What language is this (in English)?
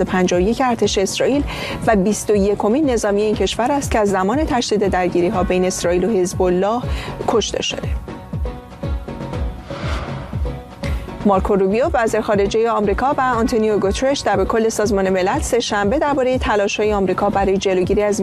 Persian